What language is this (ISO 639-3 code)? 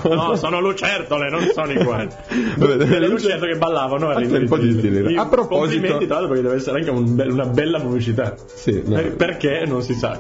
ita